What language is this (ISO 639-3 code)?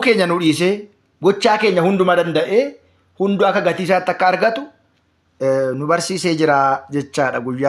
orm